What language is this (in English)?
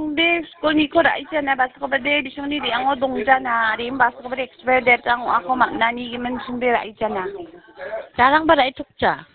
Garo